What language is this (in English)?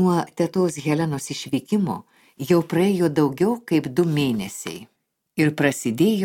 Lithuanian